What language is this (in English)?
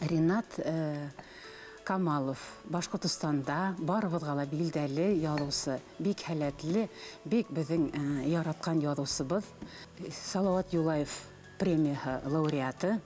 Bashkir